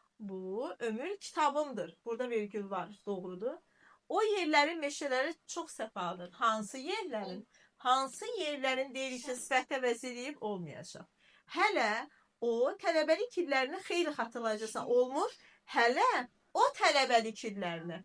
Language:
Azerbaijani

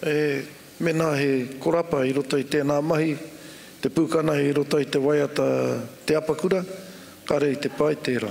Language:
Māori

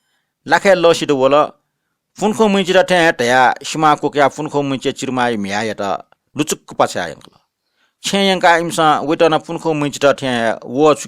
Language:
Newari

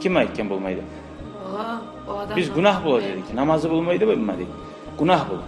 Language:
Kumyk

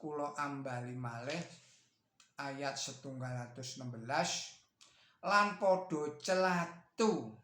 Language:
Javanese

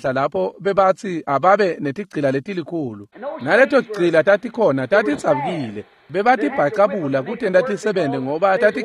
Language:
Swati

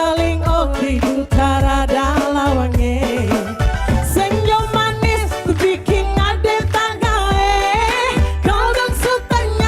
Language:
Manado Malay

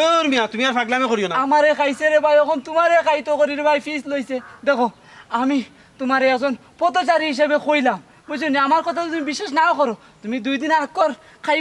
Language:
Sylheti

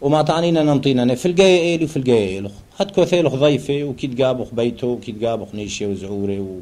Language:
Turoyo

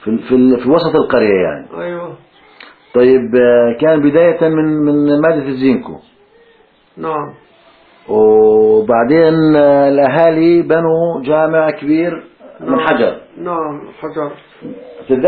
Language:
Arabic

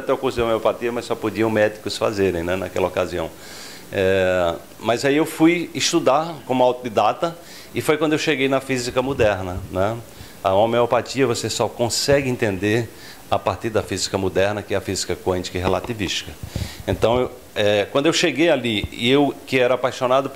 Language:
Portuguese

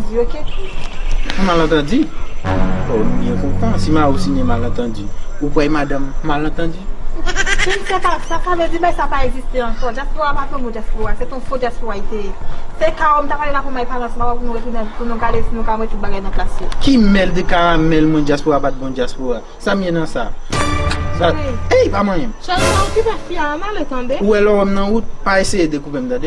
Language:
Haitian Creole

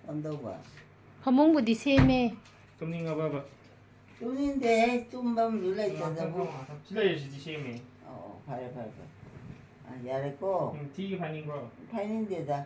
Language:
Manipuri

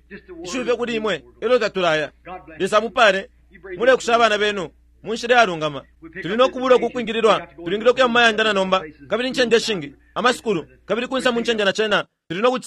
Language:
Bemba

